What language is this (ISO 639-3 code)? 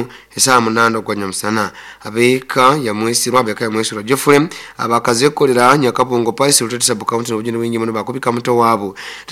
nyo